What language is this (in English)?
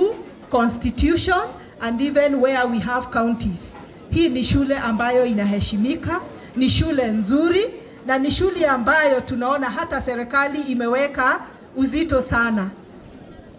Swahili